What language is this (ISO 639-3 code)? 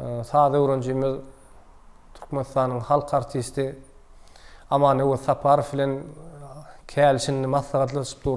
tuk